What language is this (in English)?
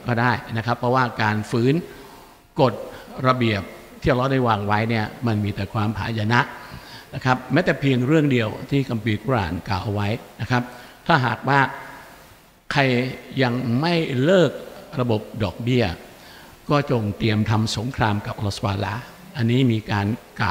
Thai